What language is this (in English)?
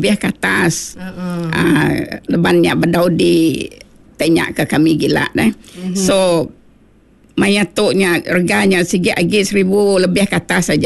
Iban